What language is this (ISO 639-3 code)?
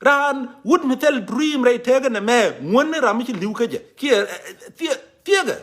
nus